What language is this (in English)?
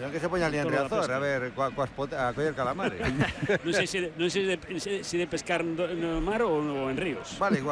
Galician